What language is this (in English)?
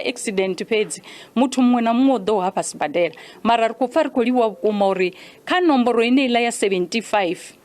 Venda